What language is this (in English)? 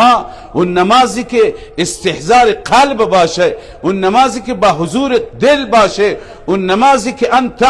Persian